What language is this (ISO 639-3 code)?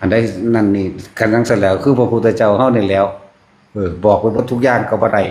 tts